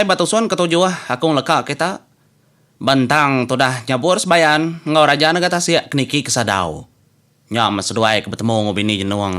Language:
Iban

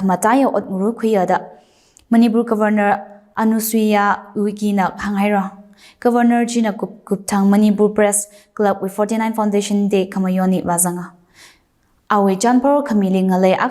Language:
Tangkhul Naga (India)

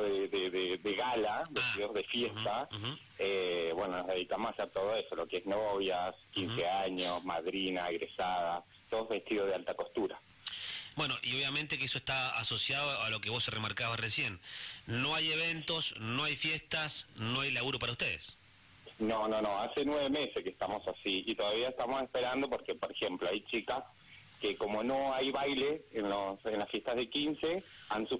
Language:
Spanish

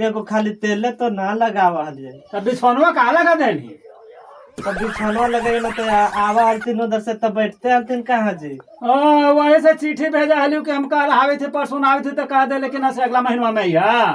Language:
Magahi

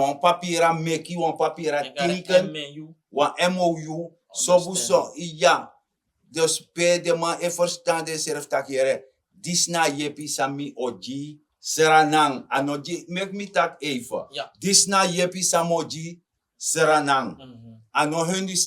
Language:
Sranan Tongo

